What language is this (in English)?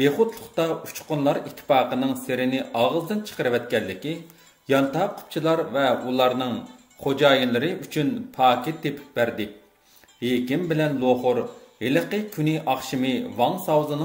Uyghur